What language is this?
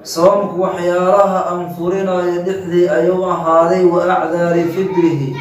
Somali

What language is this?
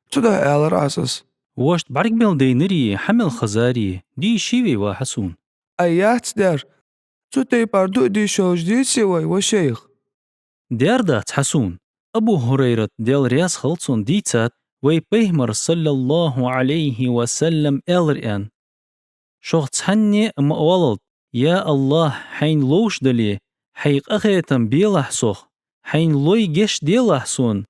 Ingush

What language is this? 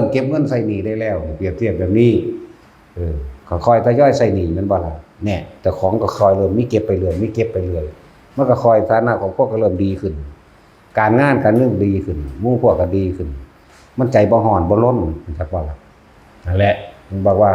Northeastern Thai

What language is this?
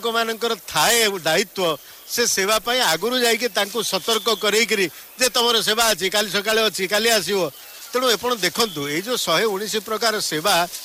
Odia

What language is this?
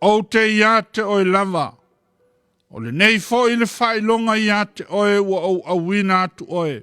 Samoan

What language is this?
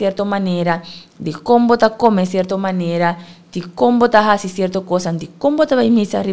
Papiamento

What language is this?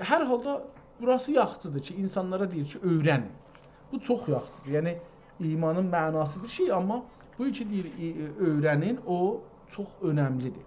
South Azerbaijani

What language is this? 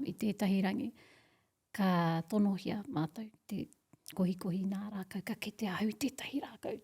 Māori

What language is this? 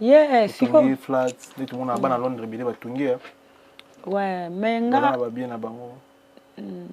Lingala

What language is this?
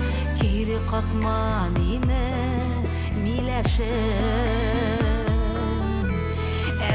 Bashkir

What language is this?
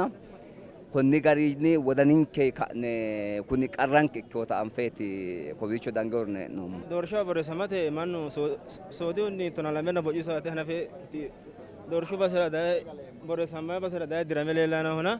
Sidamo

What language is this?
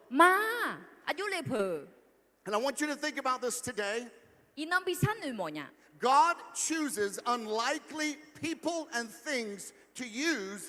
Akha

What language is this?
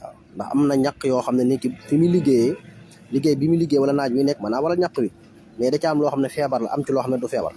Wolof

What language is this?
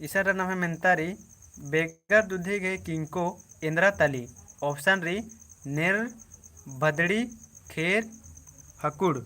Kurukh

